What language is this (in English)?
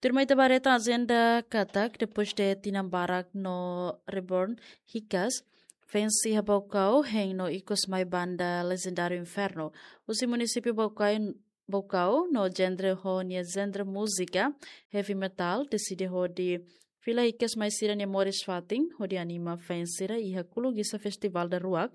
Tetum